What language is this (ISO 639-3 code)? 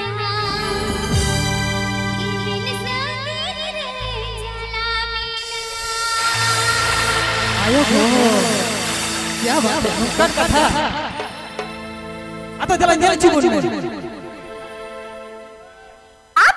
sat